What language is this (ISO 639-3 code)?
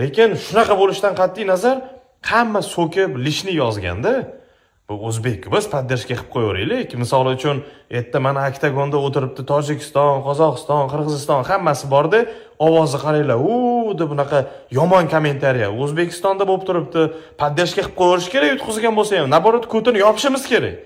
uzb